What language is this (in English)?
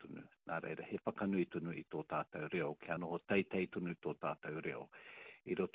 Māori